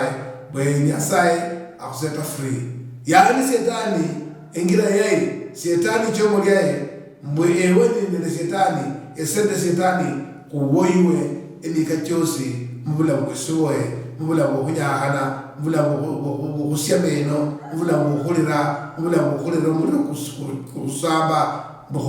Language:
Luyia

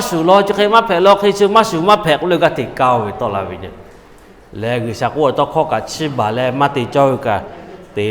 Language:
Lahu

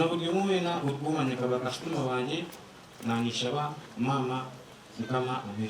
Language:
Nyankole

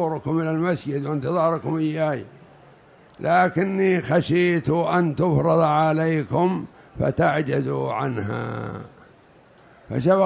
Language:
Arabic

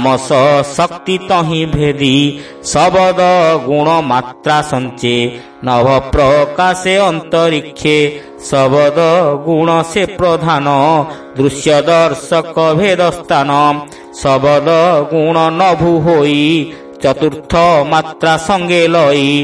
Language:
Odia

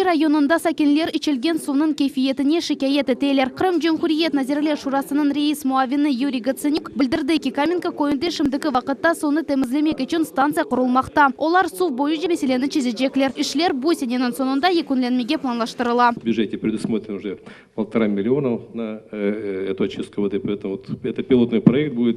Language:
Crimean Tatar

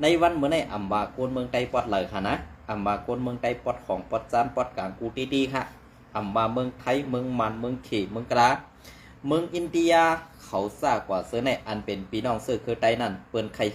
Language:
Shan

